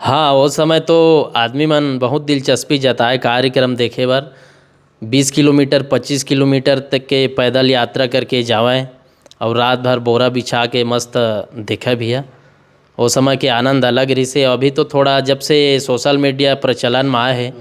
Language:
Chhattisgarhi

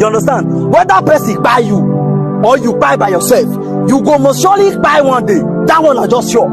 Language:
Nigerian Pidgin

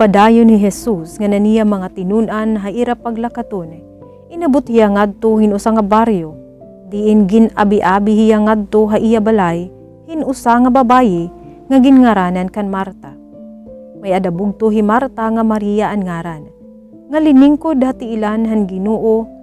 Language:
Waray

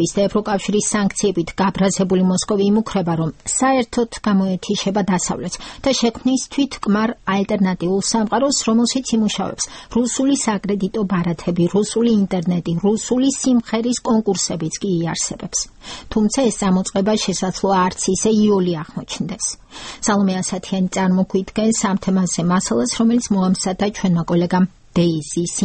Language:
Georgian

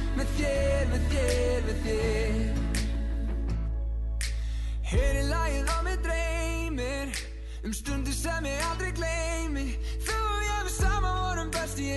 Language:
Icelandic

